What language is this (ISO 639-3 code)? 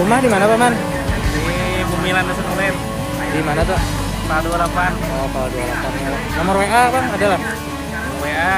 bjn